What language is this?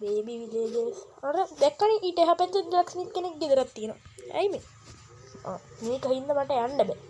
Sinhala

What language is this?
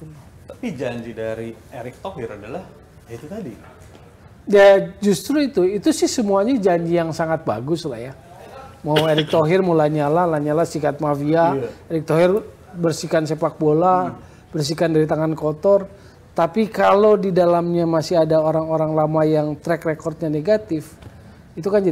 Indonesian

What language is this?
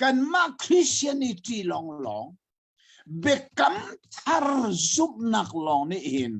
Hakha Chin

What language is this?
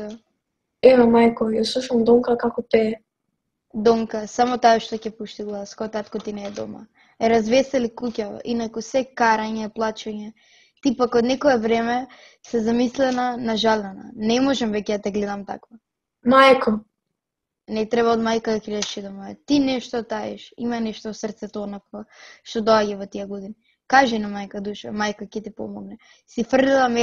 Macedonian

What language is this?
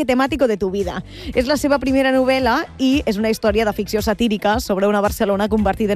Catalan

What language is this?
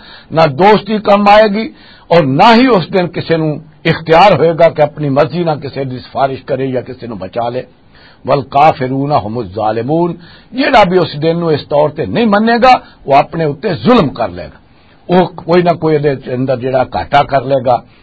Western Panjabi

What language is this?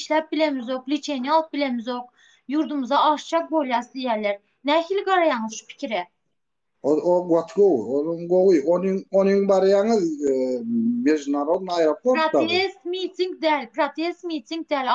Turkmen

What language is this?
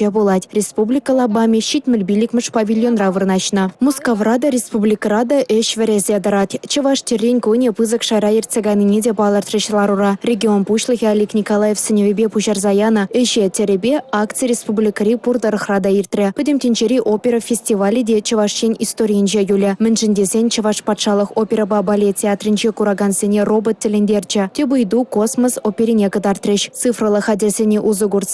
Chuvash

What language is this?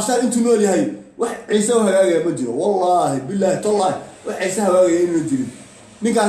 Somali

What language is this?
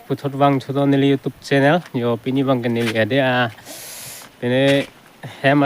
Karbi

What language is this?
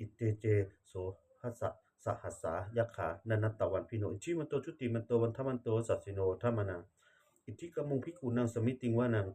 Pali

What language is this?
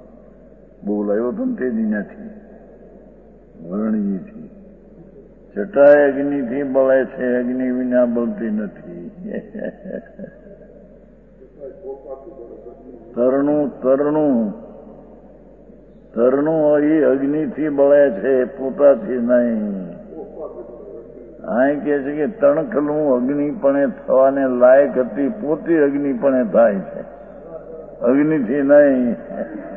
Gujarati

